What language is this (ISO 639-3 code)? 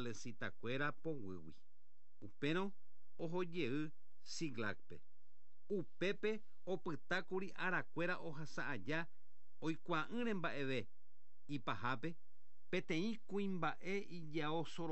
grn